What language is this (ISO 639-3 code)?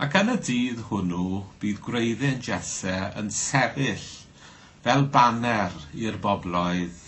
cym